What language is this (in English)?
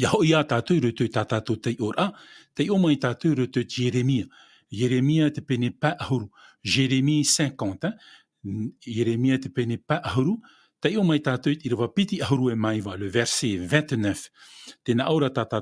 Tahitian